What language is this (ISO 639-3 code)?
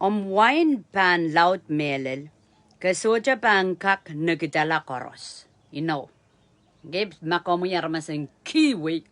pon